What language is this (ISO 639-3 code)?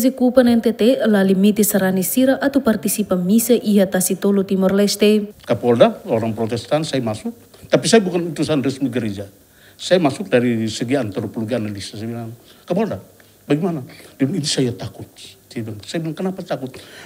tet